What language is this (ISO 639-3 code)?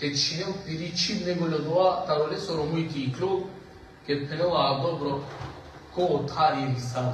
rmn